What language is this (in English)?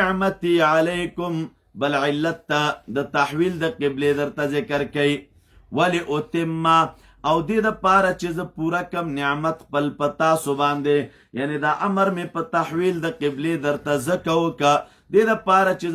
Pashto